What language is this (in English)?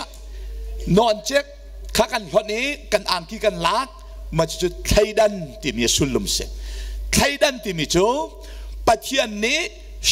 Hakha Chin